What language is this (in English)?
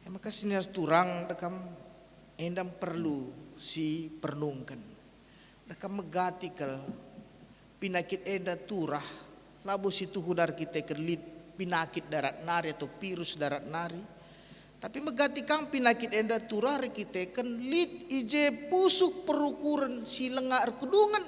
Batak Karo